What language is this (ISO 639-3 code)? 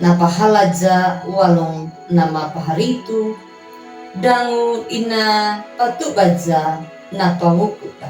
akg